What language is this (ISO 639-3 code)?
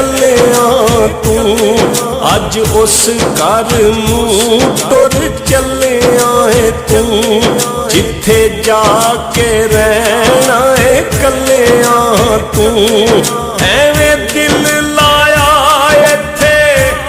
phr